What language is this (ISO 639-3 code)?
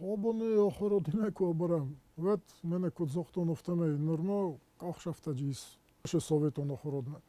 oss